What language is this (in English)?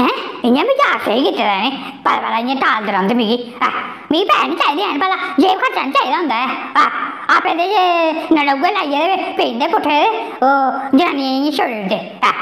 Dogri